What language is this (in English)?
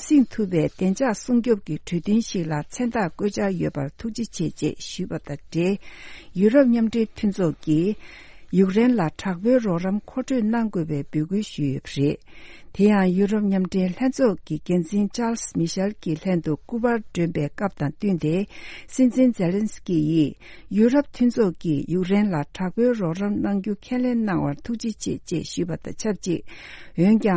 Tibetan